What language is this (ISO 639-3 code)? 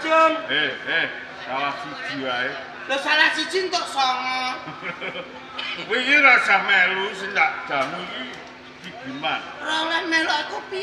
jav